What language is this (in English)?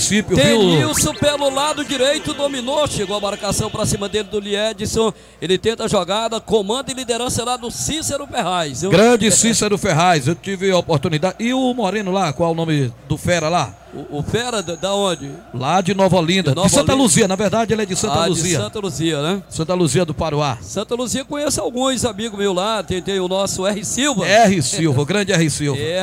Portuguese